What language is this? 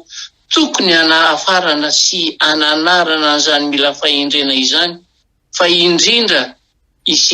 Malagasy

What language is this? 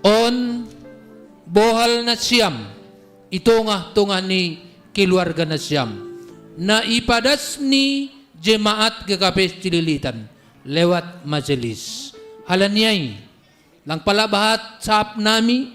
Batak Simalungun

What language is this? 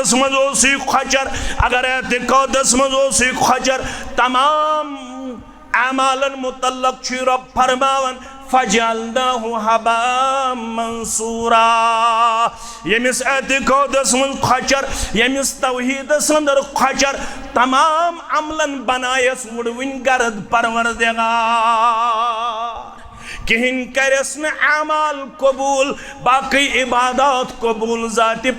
Kashmiri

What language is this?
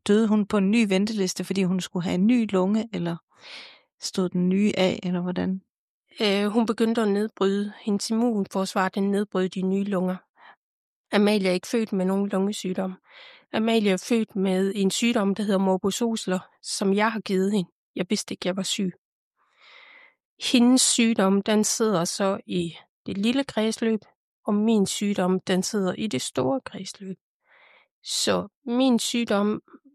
Danish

